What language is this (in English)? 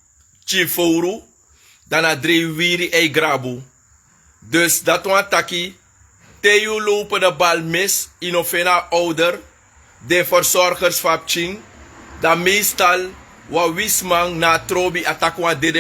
Sranan Tongo